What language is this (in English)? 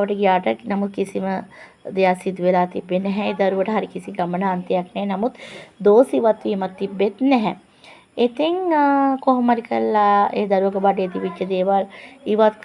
Sinhala